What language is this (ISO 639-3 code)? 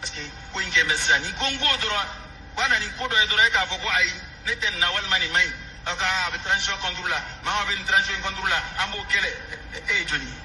bam